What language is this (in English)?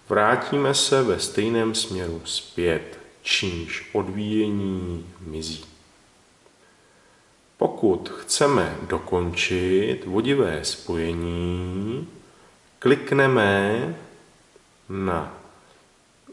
Czech